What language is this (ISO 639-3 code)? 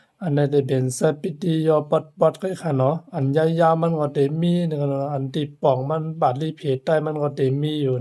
shn